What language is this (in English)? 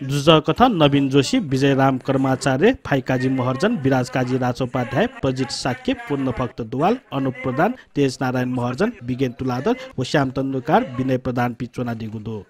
Newari